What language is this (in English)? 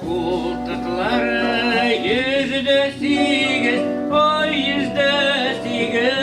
Tatar